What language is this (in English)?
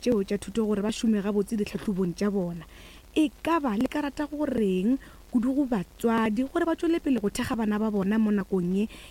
Northern Sotho